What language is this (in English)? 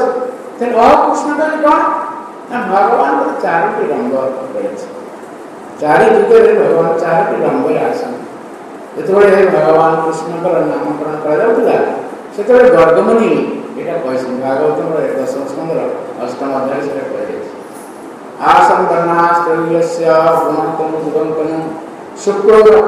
Odia